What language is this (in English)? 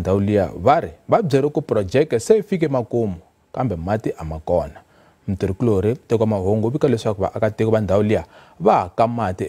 Tsonga